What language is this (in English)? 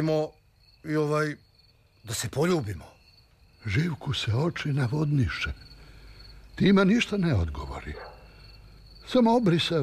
Serbian